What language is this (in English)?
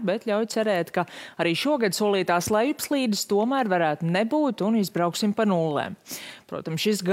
Latvian